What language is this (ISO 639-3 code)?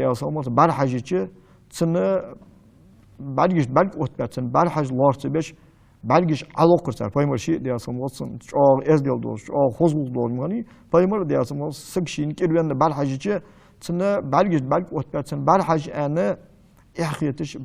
inh